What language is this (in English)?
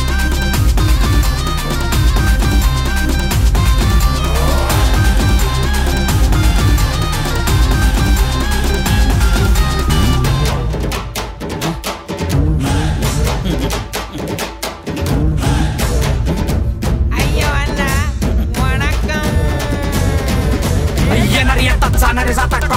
Marathi